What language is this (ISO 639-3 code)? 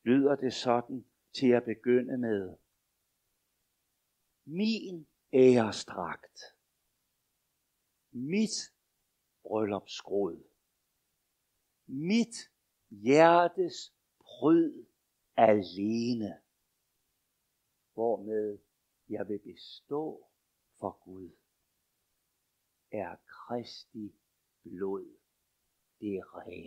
dan